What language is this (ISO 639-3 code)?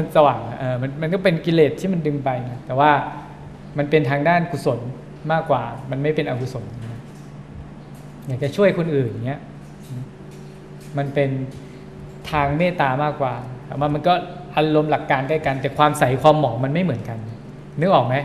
tha